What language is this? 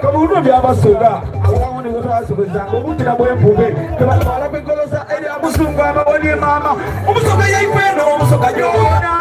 Soga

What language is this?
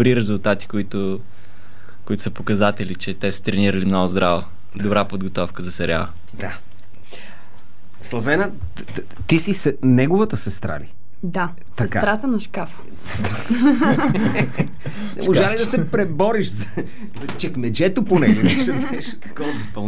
Bulgarian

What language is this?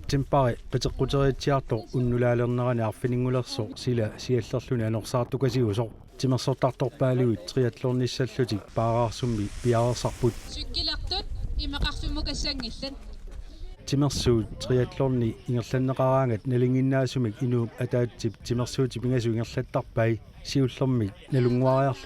Kalaallisut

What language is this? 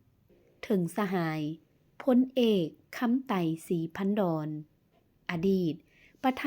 Lao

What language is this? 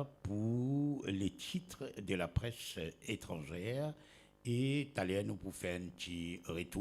Morisyen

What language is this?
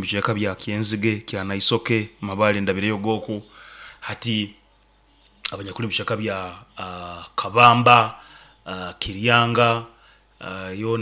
Nyoro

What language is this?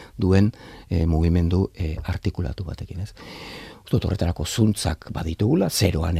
Basque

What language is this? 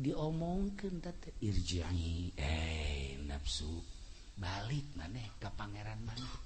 Sundanese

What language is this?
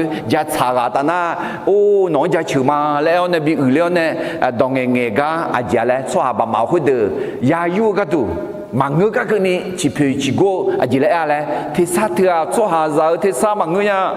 Akha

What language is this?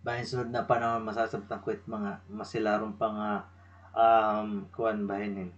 Waray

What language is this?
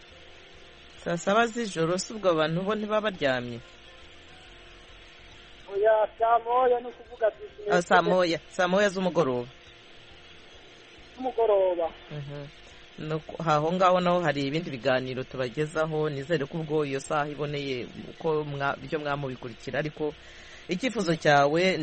Kinyarwanda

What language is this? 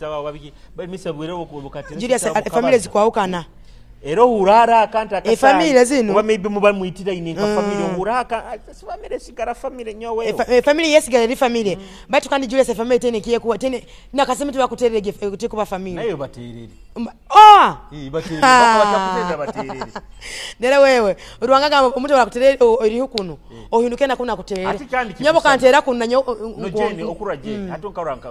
Nyoro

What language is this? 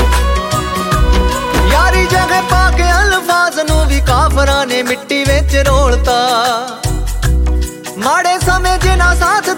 Punjabi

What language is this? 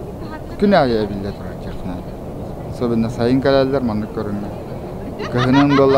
Yakut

